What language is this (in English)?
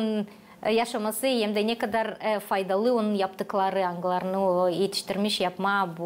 Gagauz